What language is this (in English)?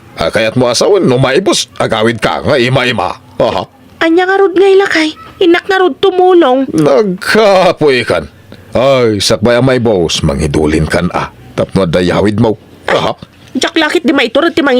Iloko